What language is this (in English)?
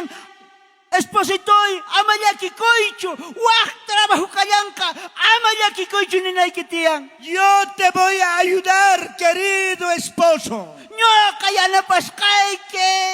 South Bolivian Quechua